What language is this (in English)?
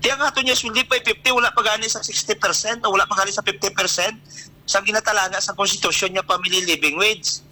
Hiligaynon